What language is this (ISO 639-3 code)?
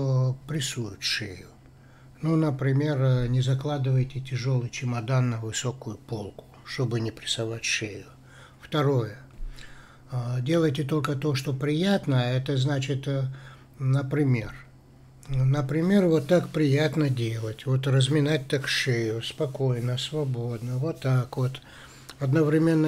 rus